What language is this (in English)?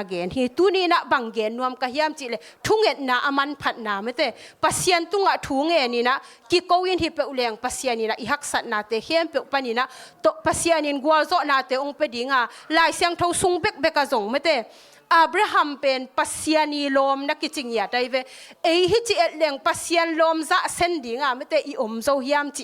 Tedim Chin